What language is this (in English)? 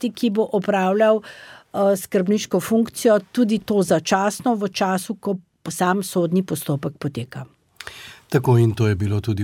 Slovenian